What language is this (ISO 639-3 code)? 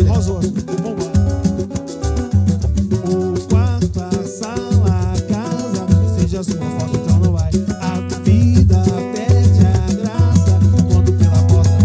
por